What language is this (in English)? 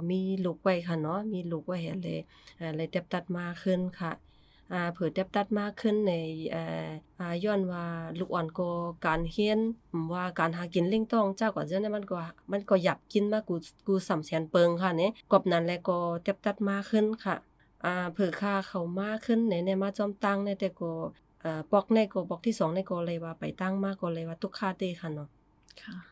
Shan